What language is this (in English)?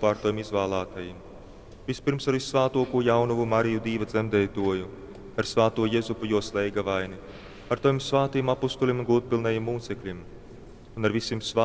Latgalian